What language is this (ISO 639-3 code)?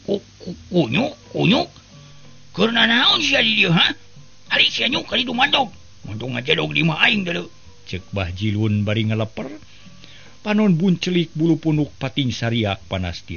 sun